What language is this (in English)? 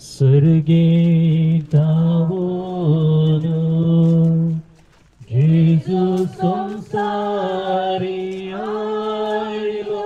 Konkani